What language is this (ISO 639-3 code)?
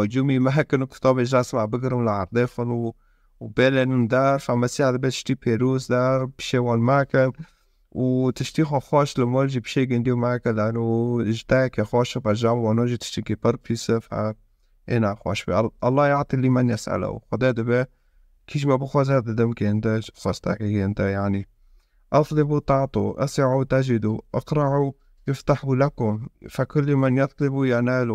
kur